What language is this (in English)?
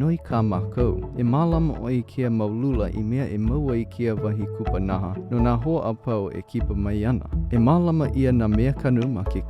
Hawaiian